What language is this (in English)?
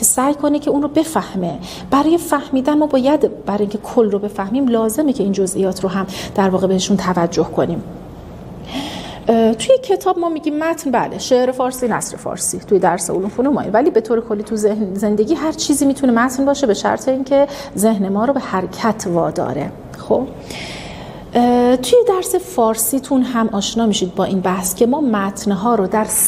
Persian